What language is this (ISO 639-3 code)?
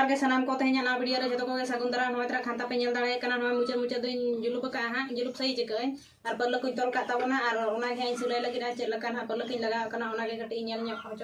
sat